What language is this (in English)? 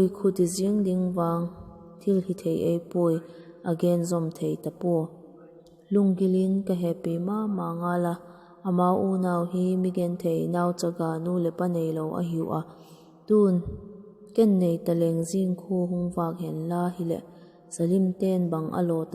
Vaiphei